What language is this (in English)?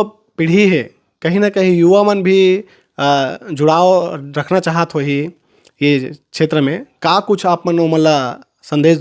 Chhattisgarhi